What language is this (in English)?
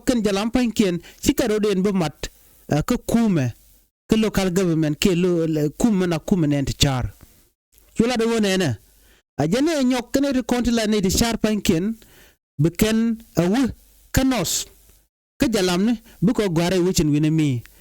Nuer